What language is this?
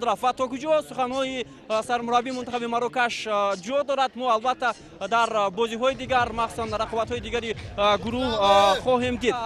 Tajik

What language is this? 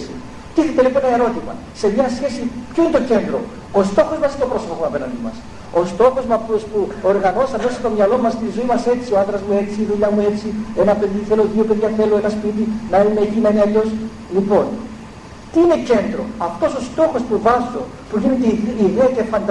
Greek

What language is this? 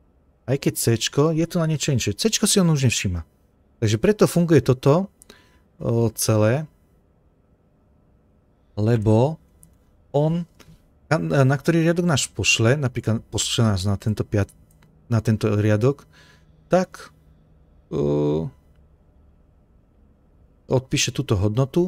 Slovak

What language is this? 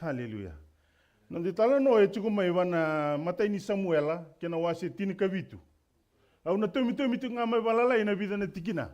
Fijian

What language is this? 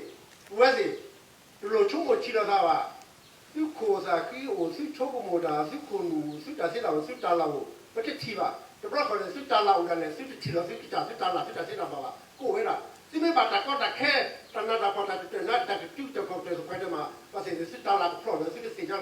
S'gaw Karen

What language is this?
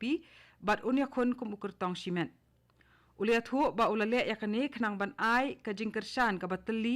Khasi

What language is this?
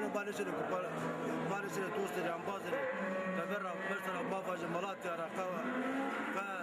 Zaza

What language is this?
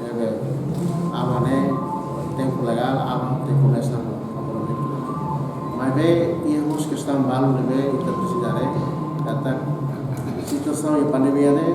Tetum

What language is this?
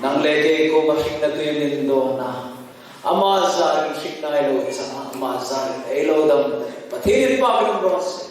Hmar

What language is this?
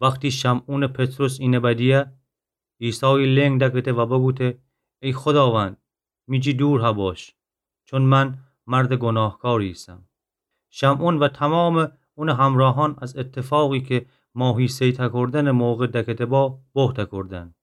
Gilaki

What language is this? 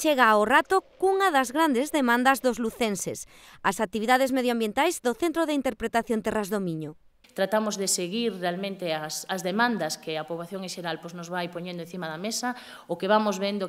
Galician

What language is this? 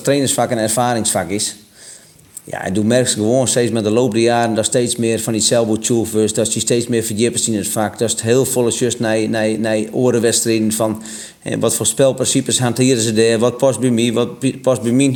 Western Frisian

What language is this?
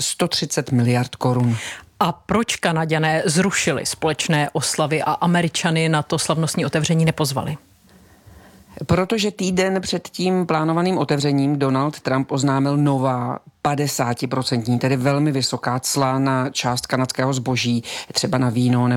Czech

